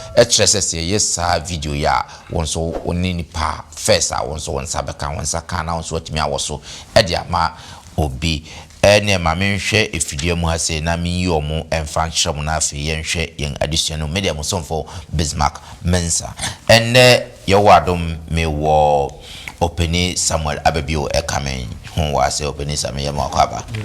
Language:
Akan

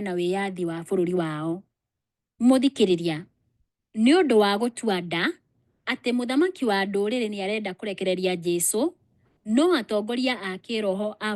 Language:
Kikuyu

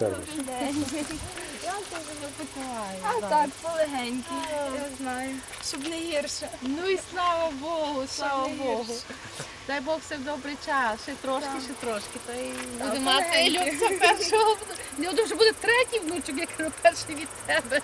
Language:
Rusyn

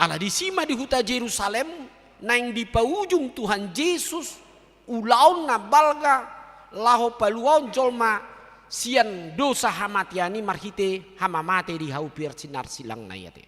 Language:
Batak Toba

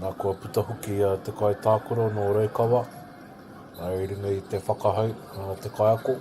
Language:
Māori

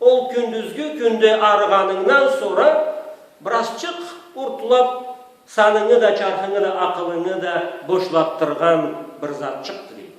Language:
Karachay-Balkar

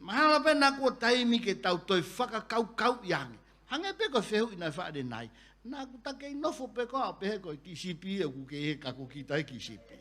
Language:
Tongan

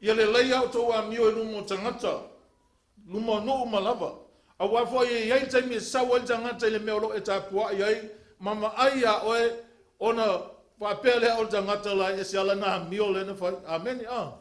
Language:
Samoan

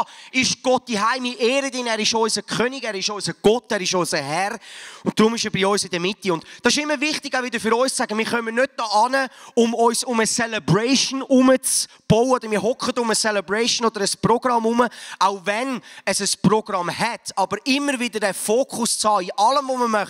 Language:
Swiss German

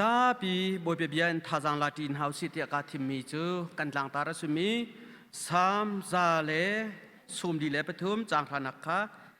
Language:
Hakha Chin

